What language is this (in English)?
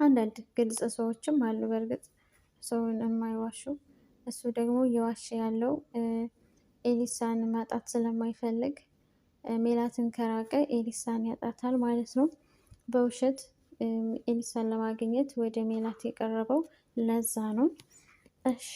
Amharic